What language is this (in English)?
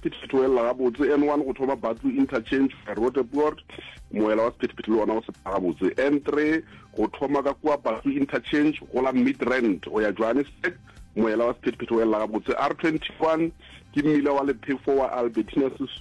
Northern Sotho